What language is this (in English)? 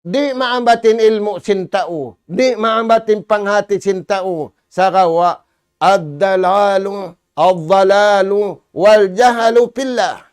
Tausug